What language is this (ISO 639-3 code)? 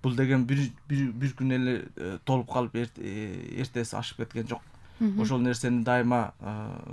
kir